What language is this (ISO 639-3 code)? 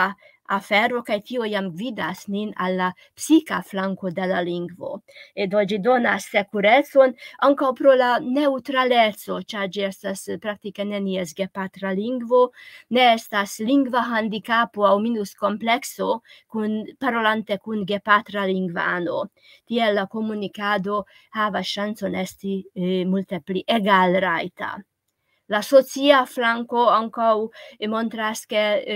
epo